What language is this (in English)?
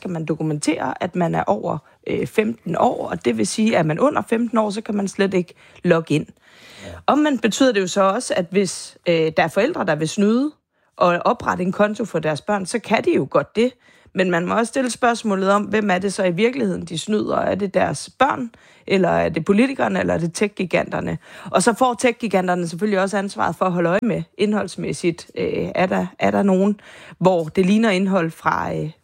Danish